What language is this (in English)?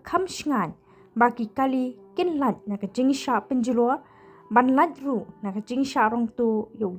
Khasi